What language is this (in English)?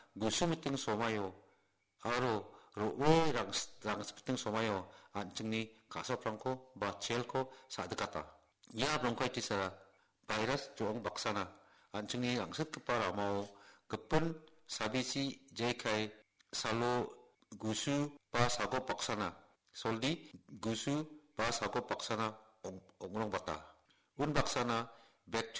Garo